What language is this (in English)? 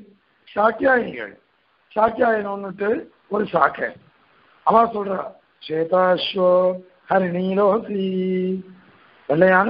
Tamil